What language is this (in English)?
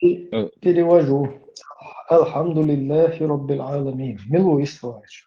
Chechen